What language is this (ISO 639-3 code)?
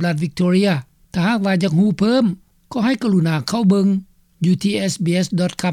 lao